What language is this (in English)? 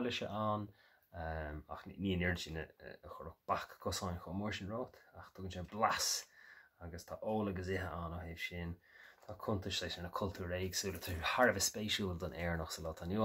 Irish